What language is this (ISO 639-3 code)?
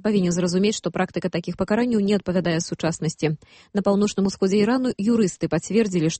bel